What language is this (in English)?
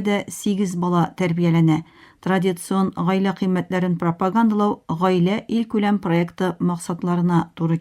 Tatar